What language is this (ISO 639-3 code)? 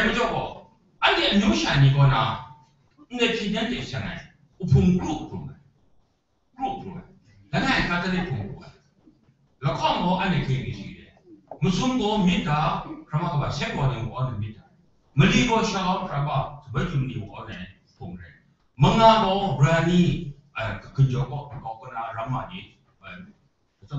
kac